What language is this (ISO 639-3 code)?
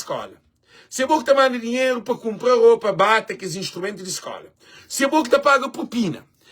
kea